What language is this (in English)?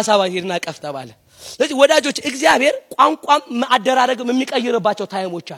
Amharic